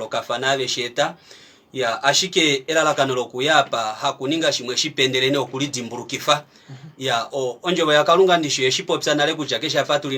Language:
Kuanyama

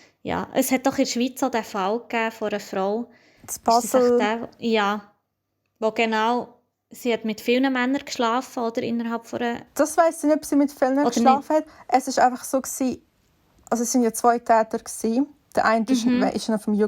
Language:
Swiss German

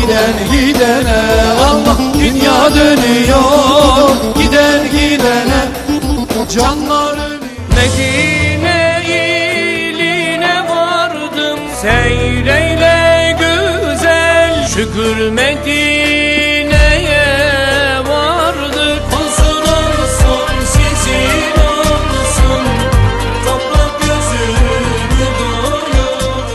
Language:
Turkish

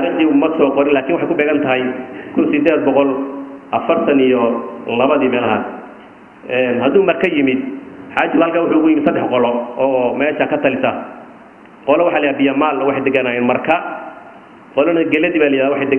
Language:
Somali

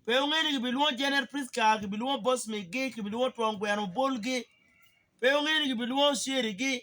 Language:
Acoli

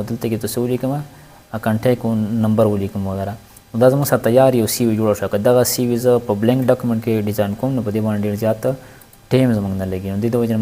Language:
Pashto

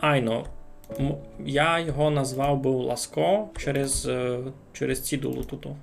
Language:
Rusyn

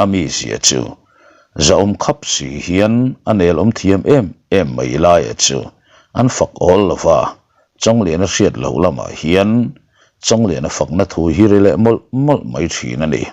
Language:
Mizo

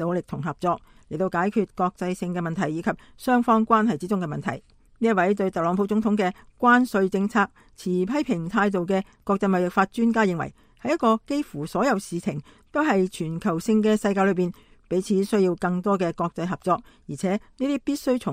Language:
Cantonese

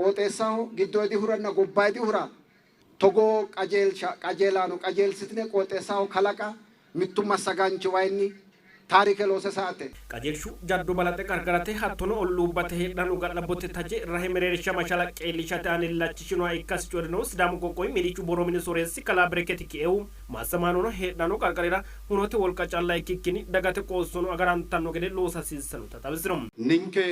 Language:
Sidamo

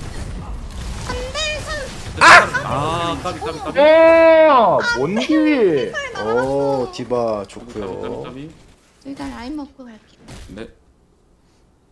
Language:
Korean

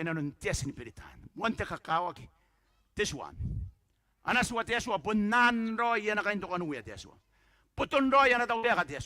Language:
Gilbertese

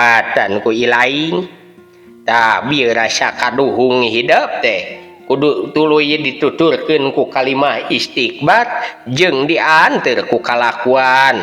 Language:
Sundanese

